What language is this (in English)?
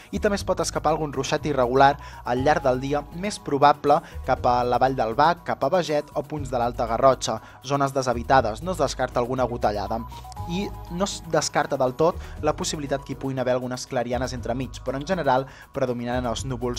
Catalan